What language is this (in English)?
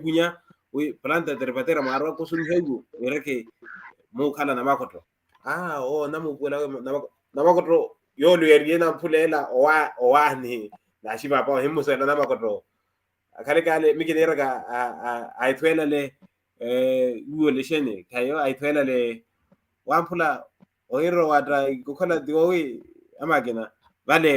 Makhuwa